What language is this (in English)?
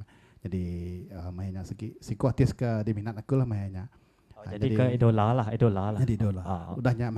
Iban